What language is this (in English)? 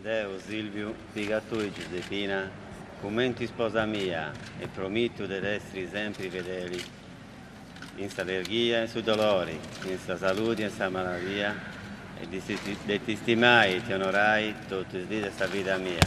Sardinian